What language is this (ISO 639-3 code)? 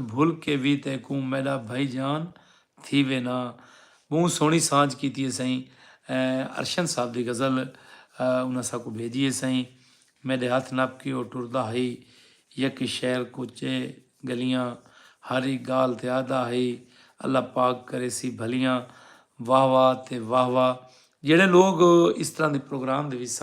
skr